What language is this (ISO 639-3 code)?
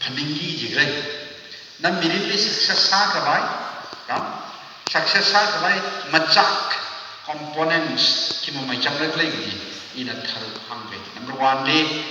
nmf